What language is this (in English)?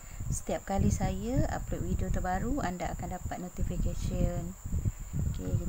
Malay